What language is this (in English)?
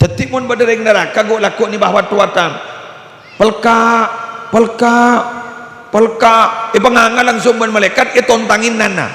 Madurese